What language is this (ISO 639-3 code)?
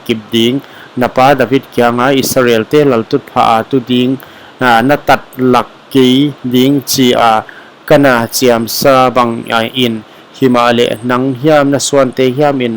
pck